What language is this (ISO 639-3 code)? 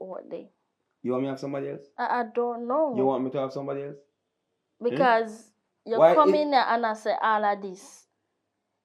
jam